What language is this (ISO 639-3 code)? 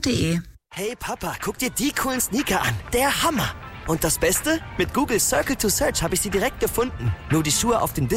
deu